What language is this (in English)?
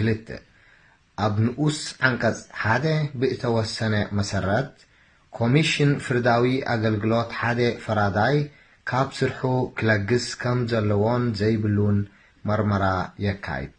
Tigrinya